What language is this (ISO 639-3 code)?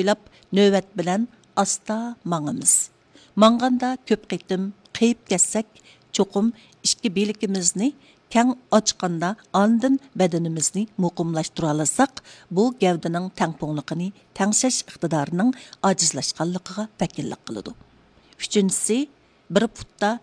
uig